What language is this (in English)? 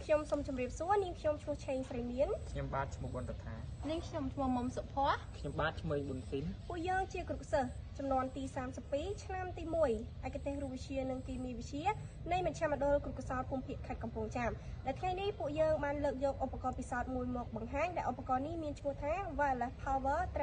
Khmer